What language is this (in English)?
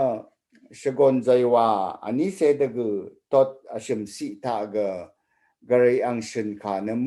Rawang